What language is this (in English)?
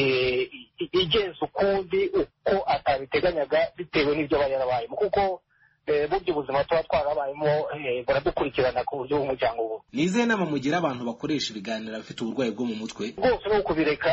Kinyarwanda